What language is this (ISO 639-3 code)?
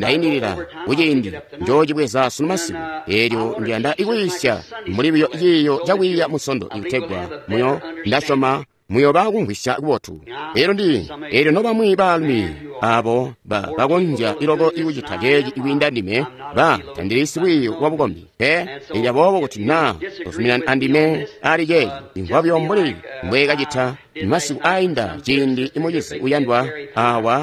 toi